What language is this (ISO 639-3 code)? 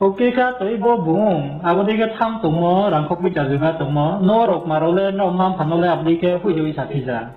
ria